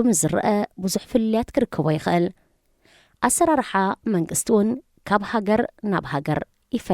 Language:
Tigrinya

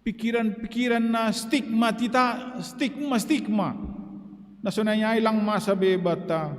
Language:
Batak Simalungun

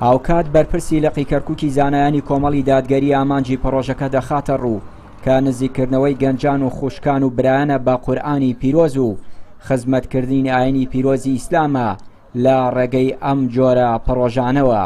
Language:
Central Kurdish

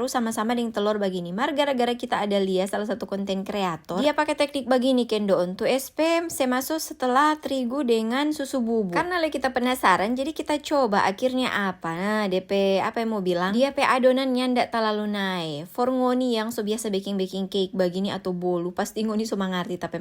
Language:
Manado Malay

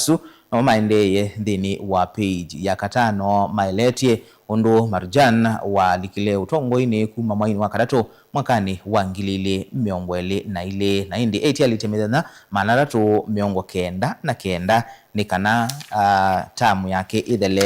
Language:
Kamba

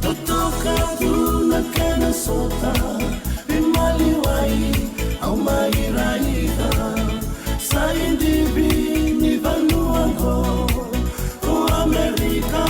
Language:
Fijian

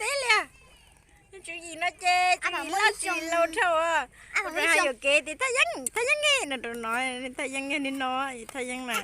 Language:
Hmong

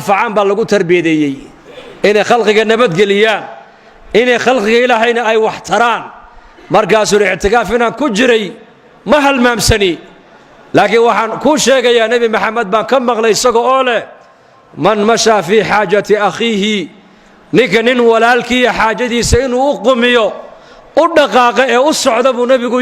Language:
Somali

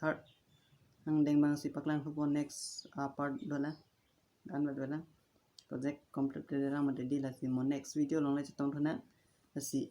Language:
Karbi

